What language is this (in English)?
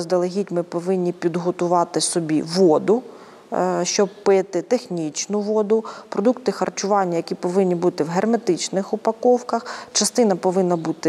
Ukrainian